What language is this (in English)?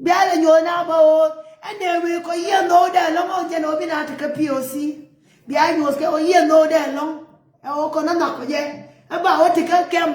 Nuer